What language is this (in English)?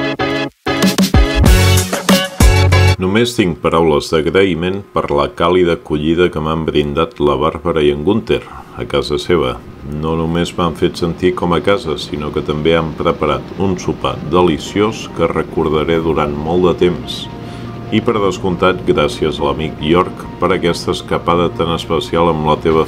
Catalan